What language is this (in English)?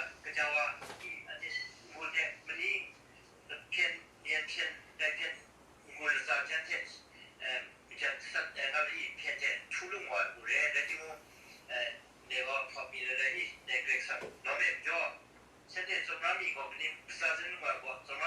Kachin